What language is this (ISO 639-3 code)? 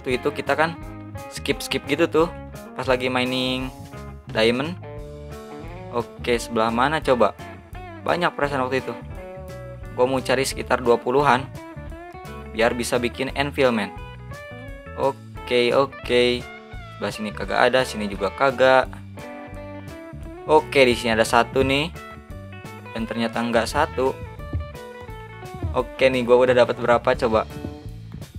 ind